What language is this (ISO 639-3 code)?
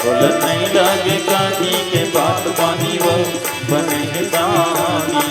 hne